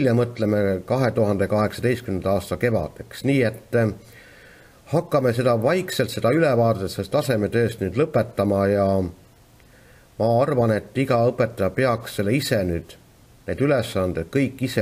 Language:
Estonian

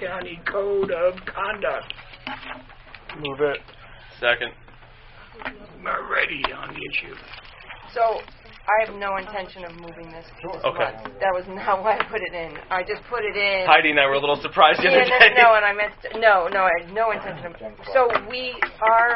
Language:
English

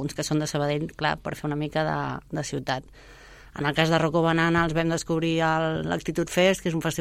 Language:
Catalan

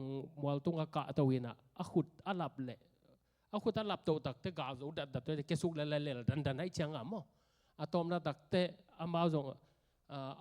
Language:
Tedim Chin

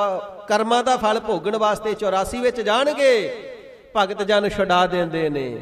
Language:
Punjabi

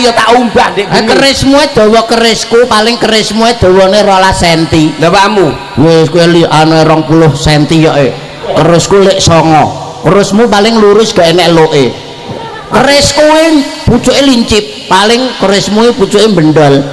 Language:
Javanese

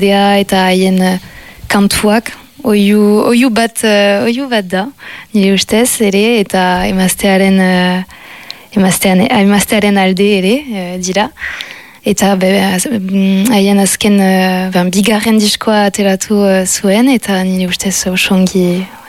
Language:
Basque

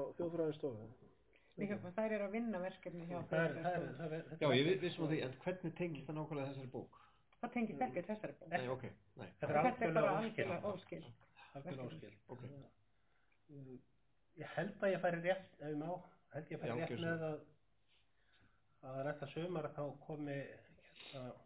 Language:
Icelandic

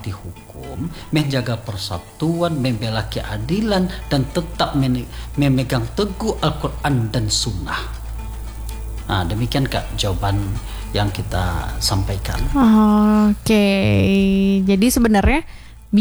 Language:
Indonesian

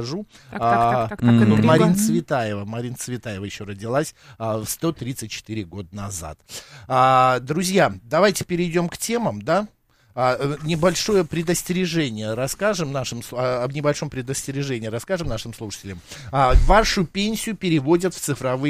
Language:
Russian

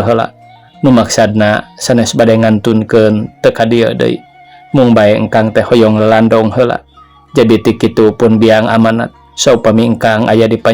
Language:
Sundanese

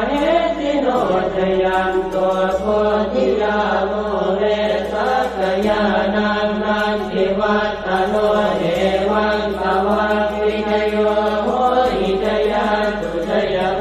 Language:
Pali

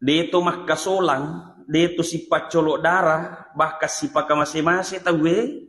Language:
Buginese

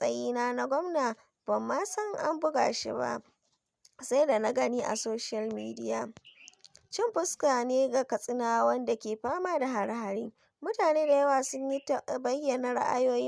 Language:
Hausa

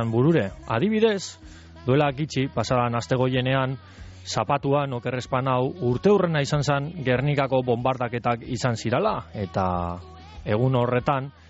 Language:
Basque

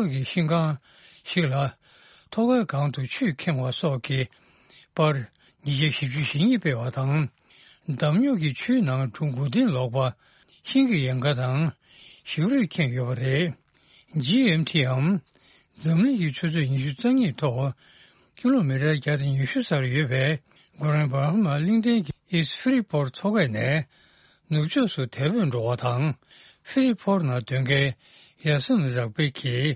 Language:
Tibetan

